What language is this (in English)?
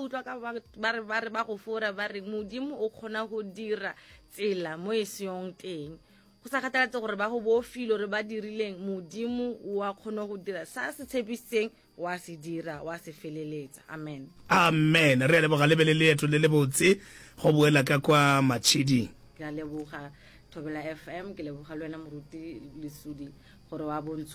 Northern Sotho